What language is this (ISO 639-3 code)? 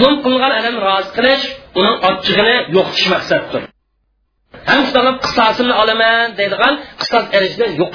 uig